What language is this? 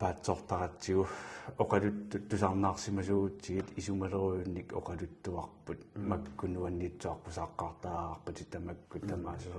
Kalaallisut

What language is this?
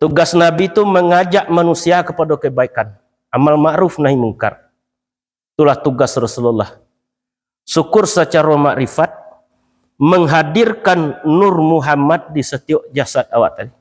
Minangkabau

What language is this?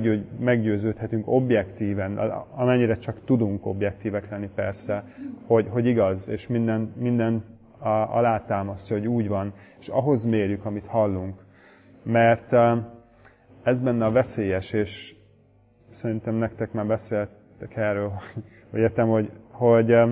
Hungarian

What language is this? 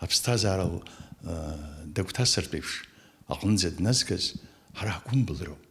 Abkhazian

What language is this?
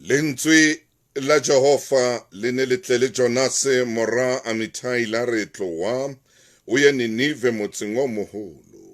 Southern Sotho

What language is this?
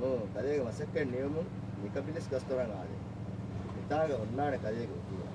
Divehi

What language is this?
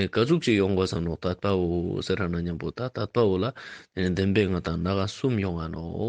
Ladakhi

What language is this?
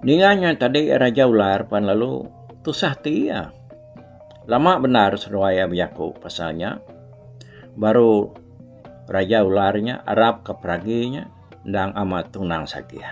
Iban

